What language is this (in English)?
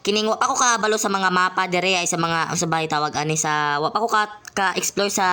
Cebuano